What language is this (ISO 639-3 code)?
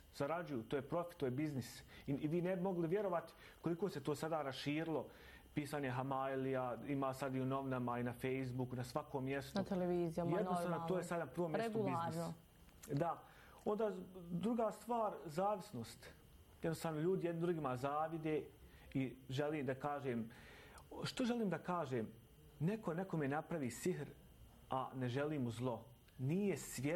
bos